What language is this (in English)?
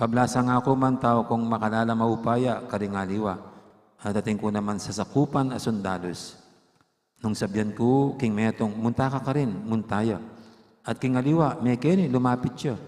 Pampanga